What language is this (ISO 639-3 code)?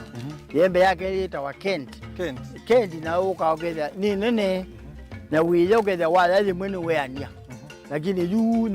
kam